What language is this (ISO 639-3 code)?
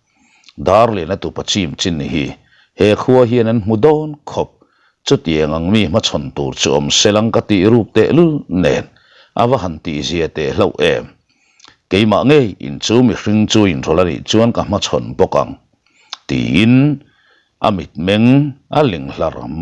lus